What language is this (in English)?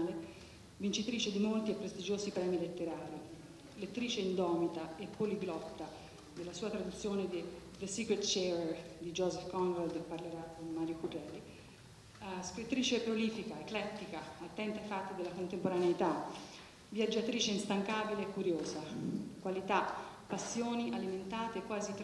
Italian